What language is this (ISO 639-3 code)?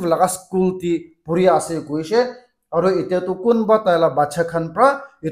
nag